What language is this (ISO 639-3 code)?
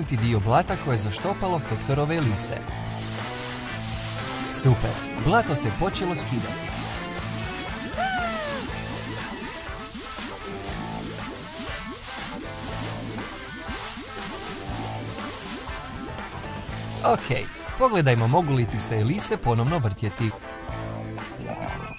hrv